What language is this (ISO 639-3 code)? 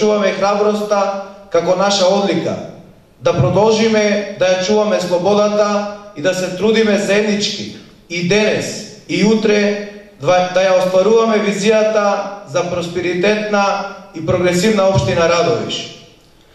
mkd